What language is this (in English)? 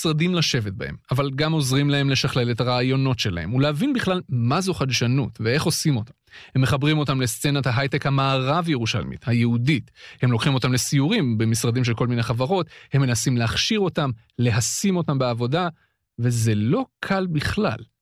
Hebrew